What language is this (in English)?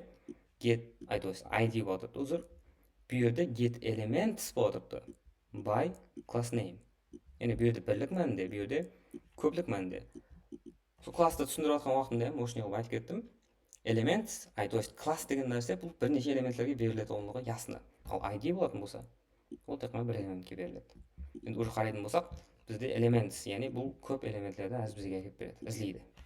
Kara-Kalpak